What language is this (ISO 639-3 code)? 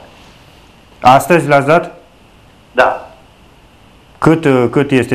ron